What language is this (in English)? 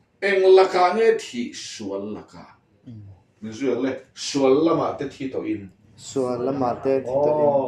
Mizo